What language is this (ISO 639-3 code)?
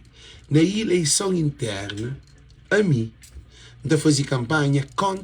kea